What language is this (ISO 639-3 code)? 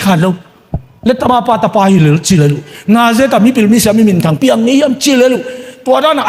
ctd